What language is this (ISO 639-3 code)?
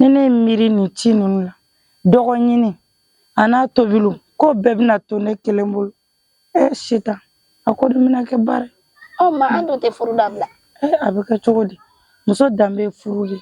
bam